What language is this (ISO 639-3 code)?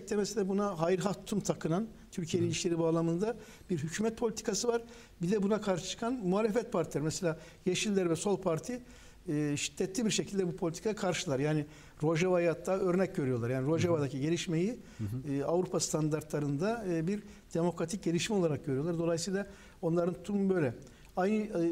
tur